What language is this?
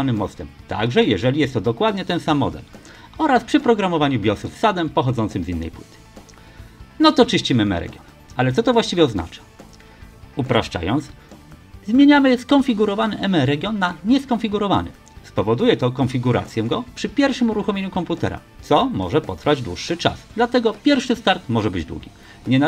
Polish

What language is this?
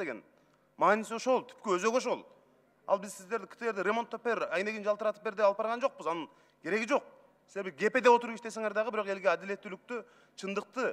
Kyrgyz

